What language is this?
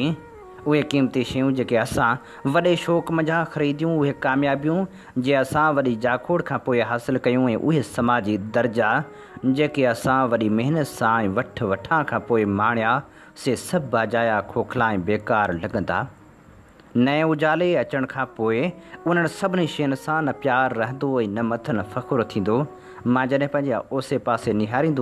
Sindhi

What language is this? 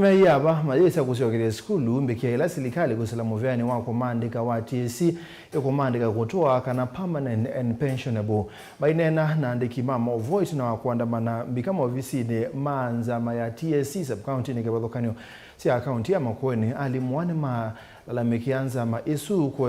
Kamba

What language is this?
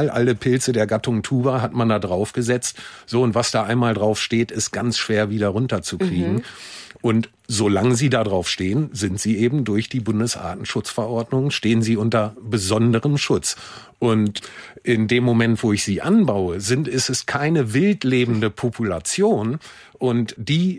German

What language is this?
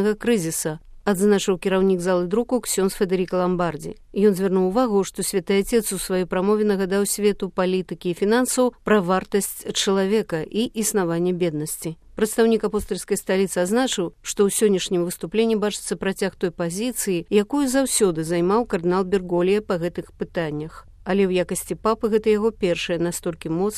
Belarusian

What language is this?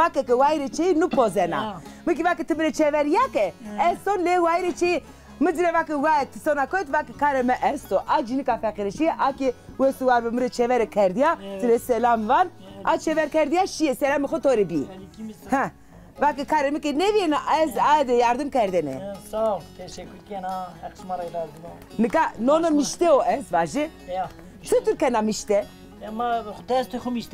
Zaza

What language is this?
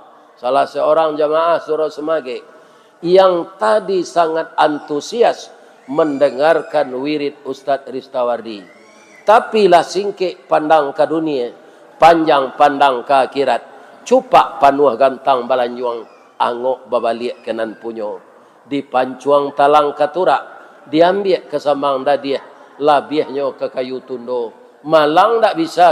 Minangkabau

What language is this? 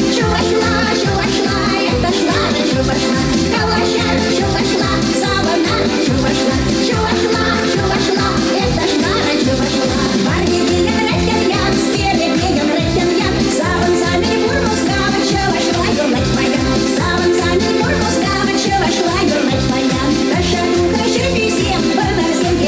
Chuvash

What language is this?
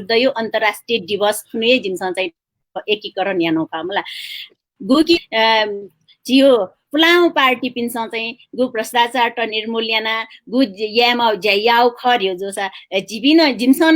Newari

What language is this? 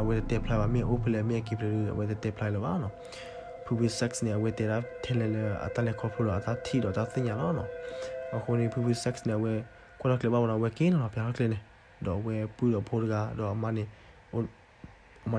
S'gaw Karen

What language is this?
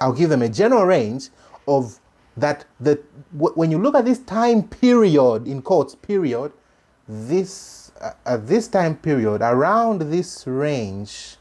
English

